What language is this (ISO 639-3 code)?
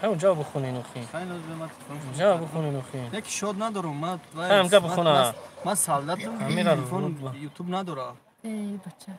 tgk